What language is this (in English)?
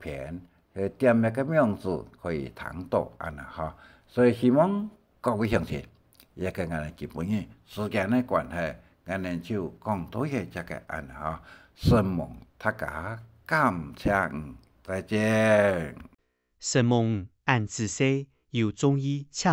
Hakka Chinese